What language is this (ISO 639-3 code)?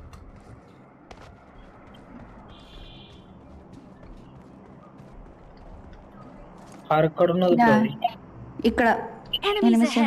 tel